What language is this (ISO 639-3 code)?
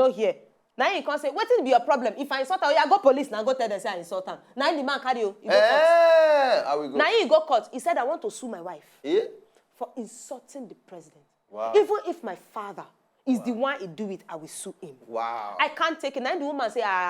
pcm